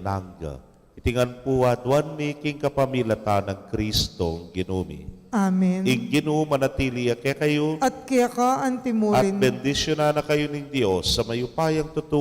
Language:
Pampanga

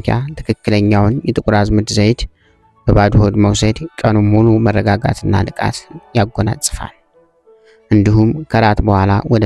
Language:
Amharic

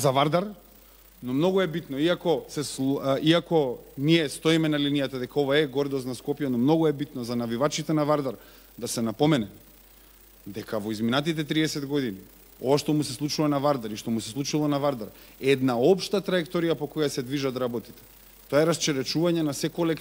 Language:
Macedonian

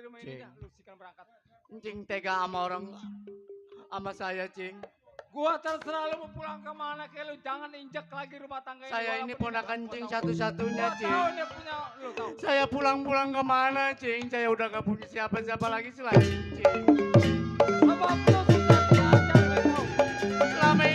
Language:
Betawi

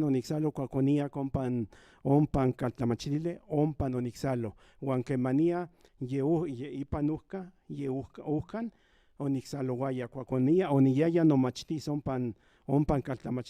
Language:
Central Nahuatl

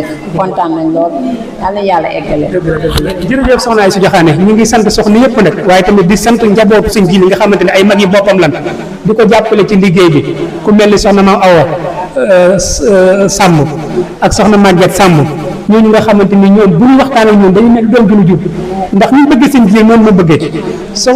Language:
Wolof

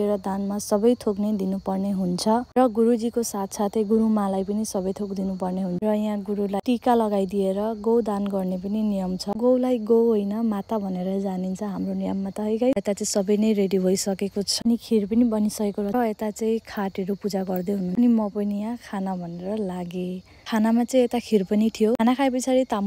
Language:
Nepali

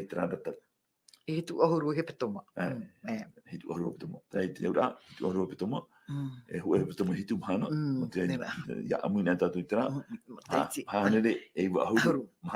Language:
Tahitian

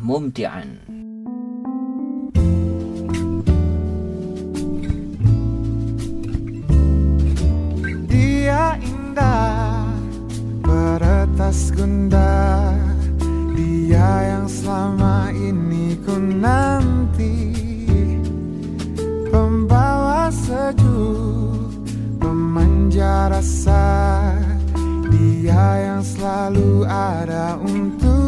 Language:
Indonesian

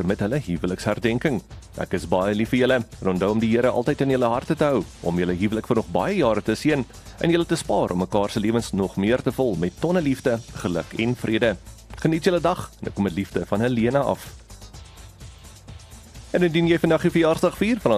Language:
Afrikaans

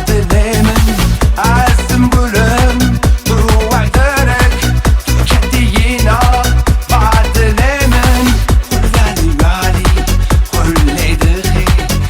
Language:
Tem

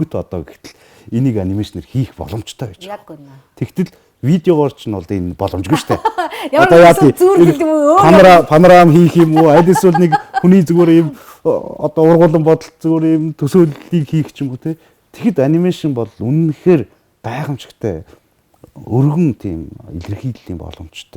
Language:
Mongolian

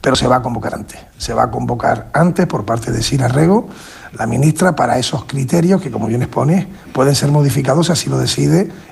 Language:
Spanish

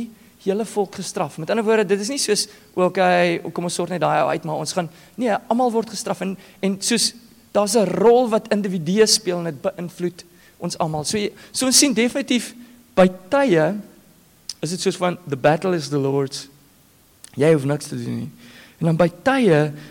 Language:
Afrikaans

